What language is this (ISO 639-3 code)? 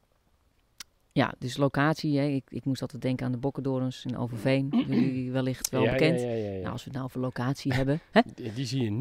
nld